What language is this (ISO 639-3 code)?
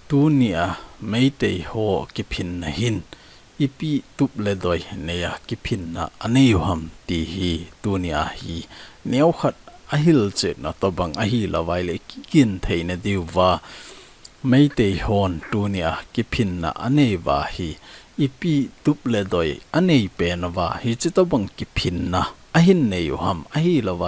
tcz